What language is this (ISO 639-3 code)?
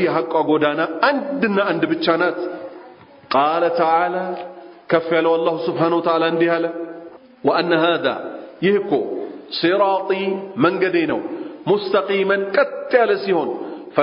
amh